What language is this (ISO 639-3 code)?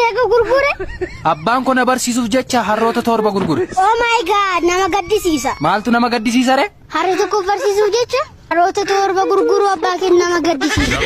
orm